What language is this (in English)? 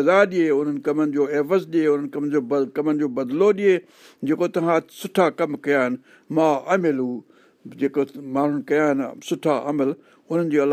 Sindhi